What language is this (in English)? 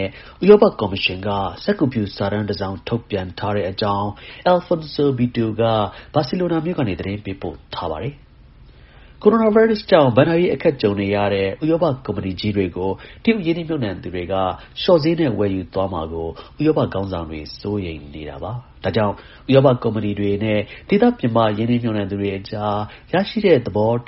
Burmese